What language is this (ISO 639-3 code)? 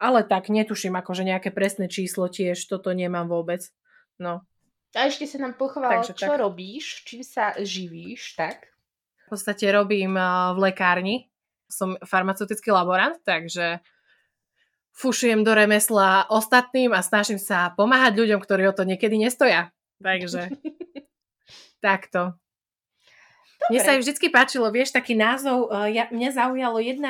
slk